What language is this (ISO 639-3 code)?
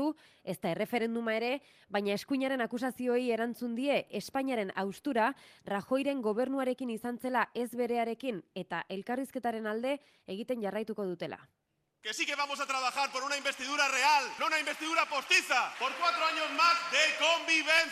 eus